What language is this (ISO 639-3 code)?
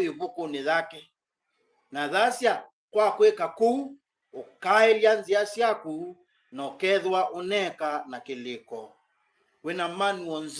kam